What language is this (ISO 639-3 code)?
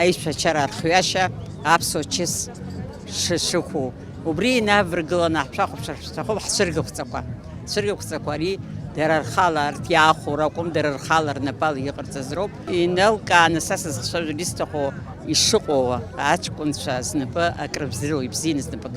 abk